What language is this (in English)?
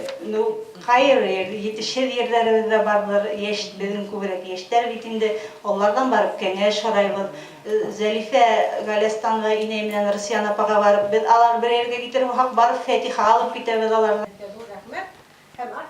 Bashkir